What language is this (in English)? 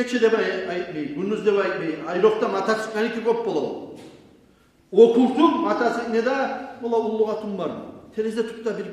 Kumyk